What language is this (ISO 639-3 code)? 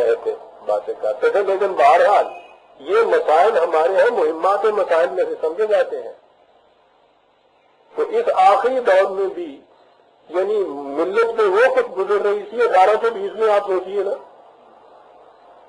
urd